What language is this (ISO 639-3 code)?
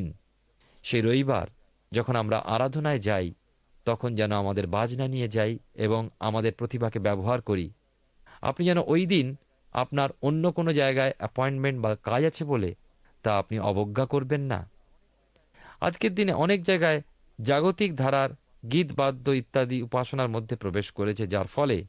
ben